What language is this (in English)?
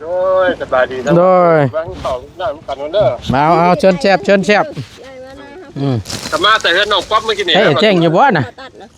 Northeastern Thai